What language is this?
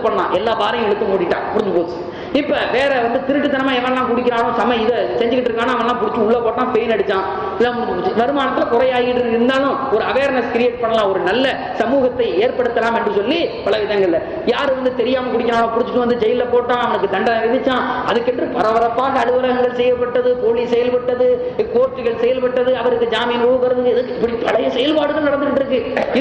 Tamil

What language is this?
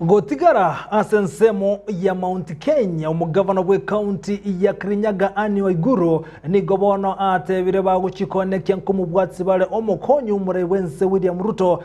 Gusii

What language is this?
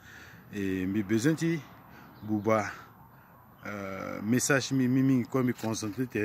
Sango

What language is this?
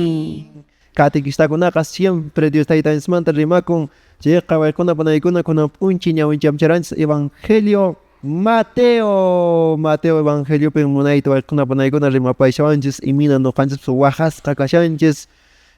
Quechua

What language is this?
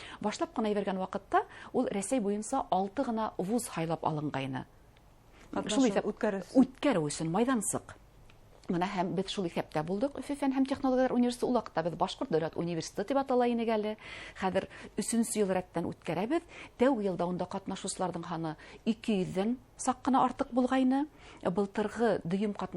Bashkir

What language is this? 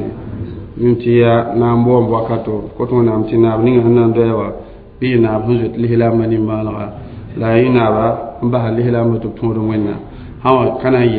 Mossi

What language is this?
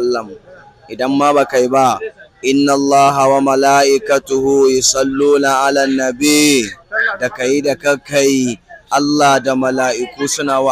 Hausa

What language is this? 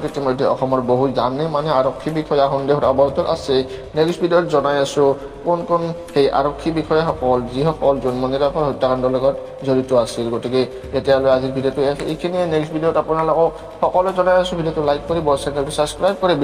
Assamese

